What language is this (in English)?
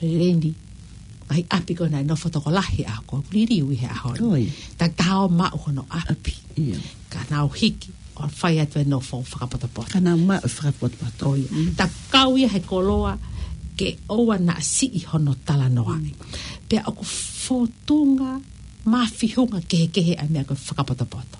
Tongan